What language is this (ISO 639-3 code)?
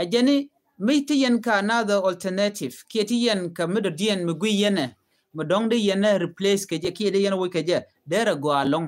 nus